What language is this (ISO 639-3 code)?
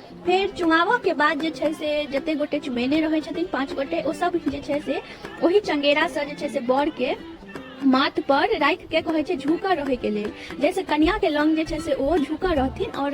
mai